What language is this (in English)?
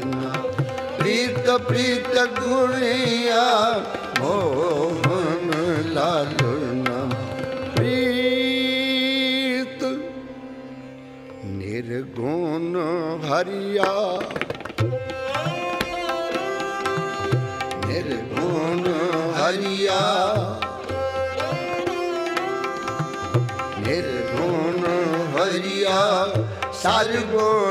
Hindi